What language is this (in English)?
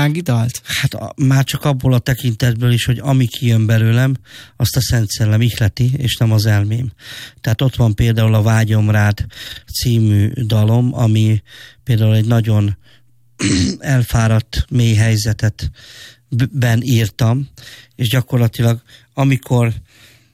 Hungarian